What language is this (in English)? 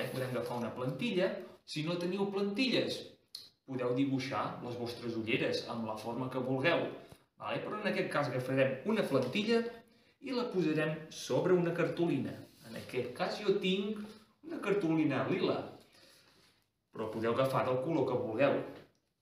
Catalan